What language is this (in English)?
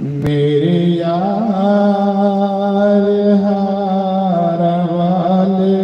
Dogri